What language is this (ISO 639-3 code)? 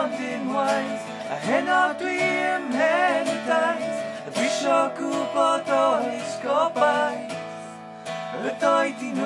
cym